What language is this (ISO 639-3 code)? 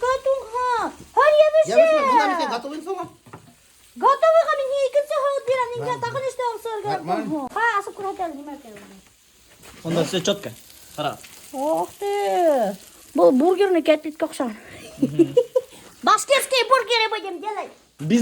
bak